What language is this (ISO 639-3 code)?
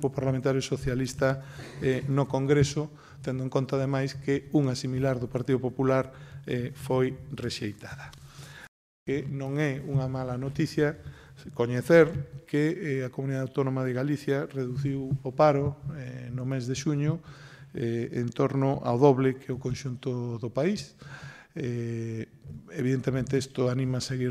glg